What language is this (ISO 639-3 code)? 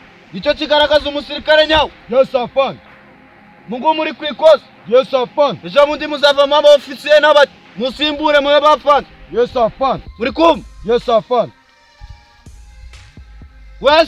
kin